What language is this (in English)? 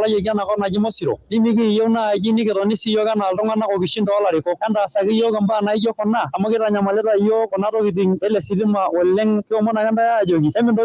Masai